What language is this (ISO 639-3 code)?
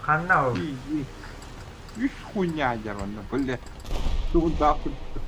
sah